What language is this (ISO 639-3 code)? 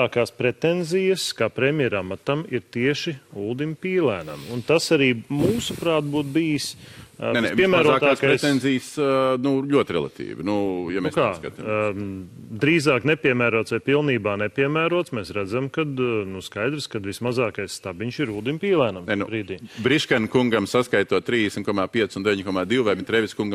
lav